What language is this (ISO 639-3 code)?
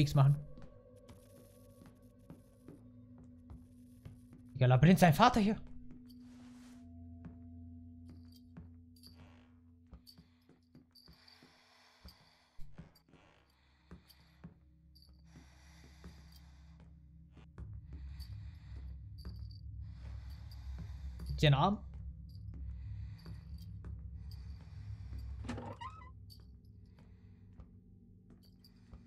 deu